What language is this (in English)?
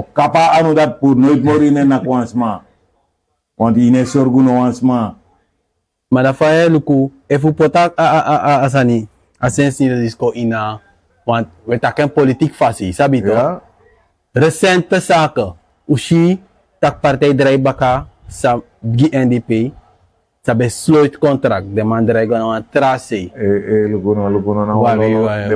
Sranan Tongo